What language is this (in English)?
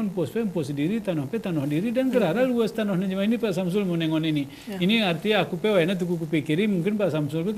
Gayo